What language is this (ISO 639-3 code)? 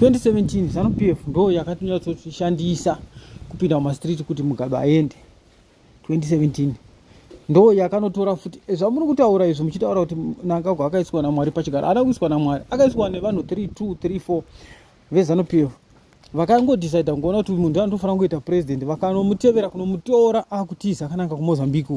sna